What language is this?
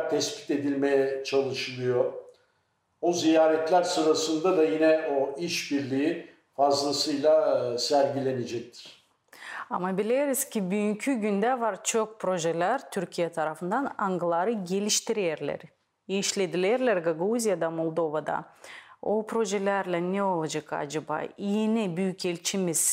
Gagauz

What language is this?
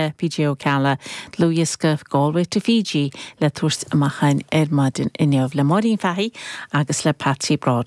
Irish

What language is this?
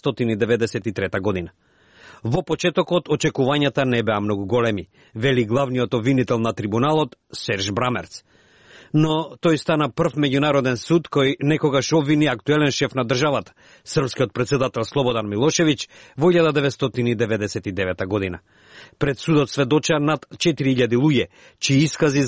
Macedonian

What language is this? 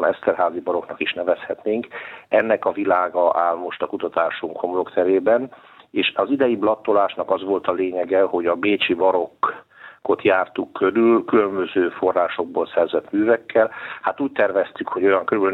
Hungarian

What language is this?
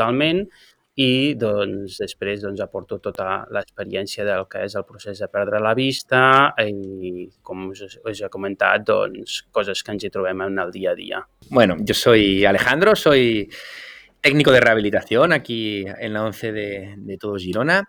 Catalan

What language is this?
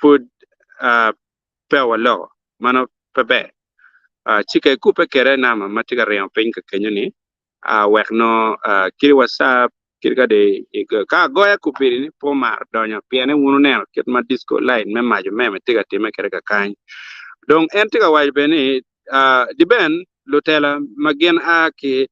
Acoli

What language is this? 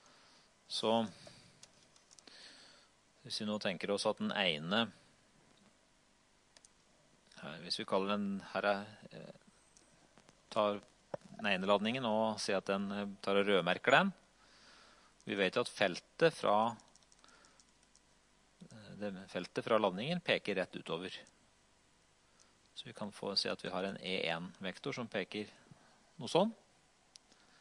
Norwegian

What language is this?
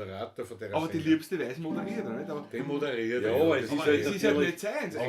Bavarian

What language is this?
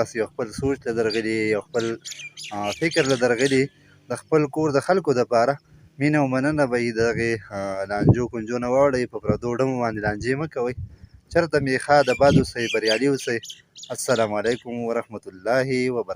Pashto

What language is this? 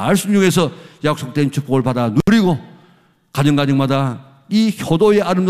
Korean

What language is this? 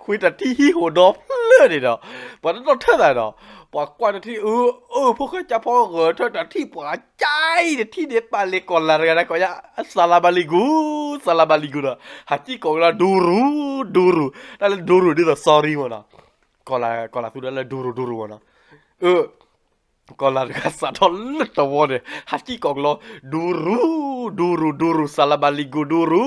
S'gaw Karen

